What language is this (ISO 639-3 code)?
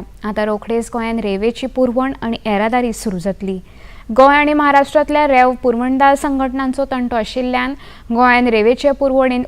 kok